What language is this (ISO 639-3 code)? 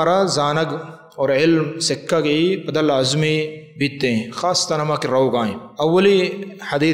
bal